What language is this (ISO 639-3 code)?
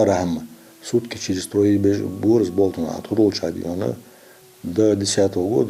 inh